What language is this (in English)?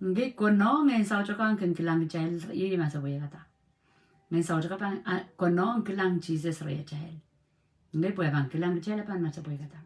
Pohnpeian